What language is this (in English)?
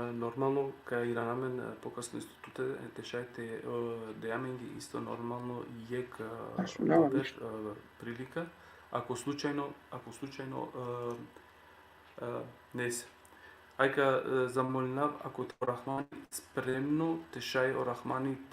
Balkan Romani